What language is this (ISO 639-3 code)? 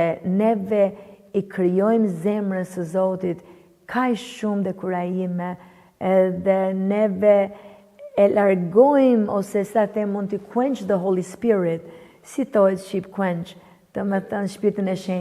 sqi